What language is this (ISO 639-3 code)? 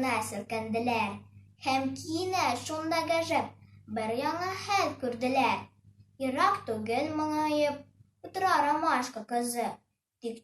tat